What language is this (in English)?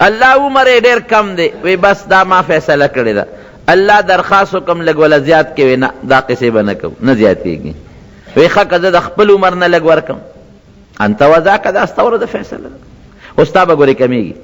Pashto